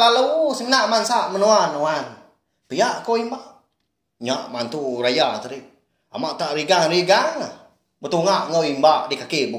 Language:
Iban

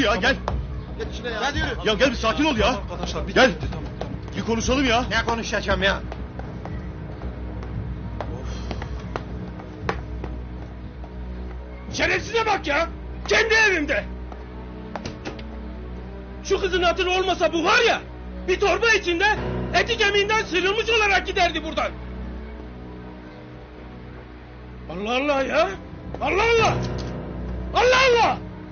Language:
Turkish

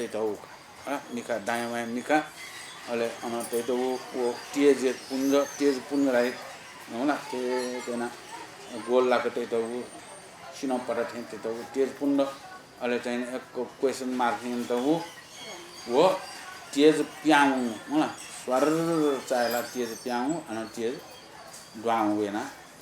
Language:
Newari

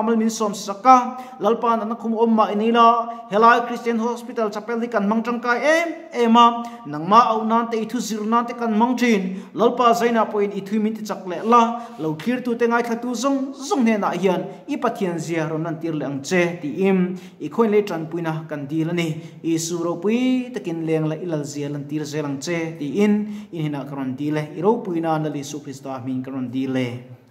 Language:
Mizo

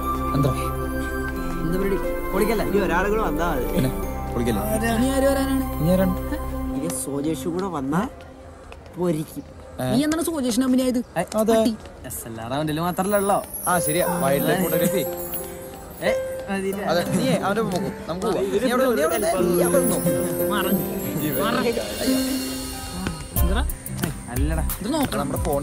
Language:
Malayalam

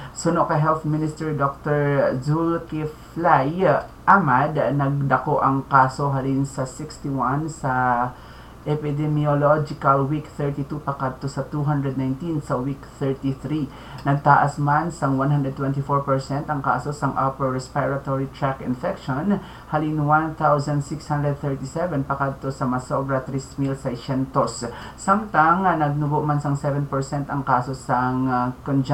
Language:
Hiligaynon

